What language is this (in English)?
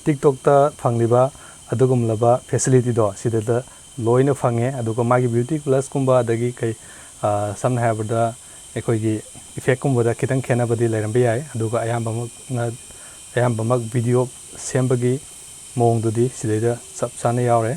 Manipuri